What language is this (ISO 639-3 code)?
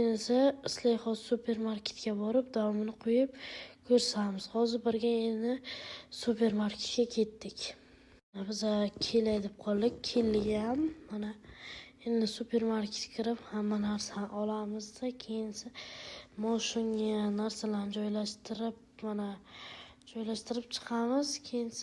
uzb